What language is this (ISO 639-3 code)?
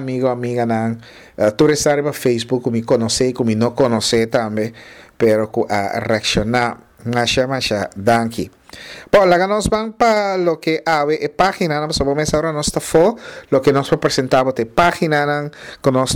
pap